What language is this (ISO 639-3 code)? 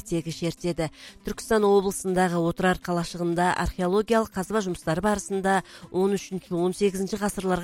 kaz